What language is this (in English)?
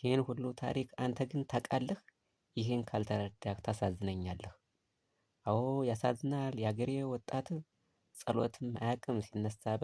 Amharic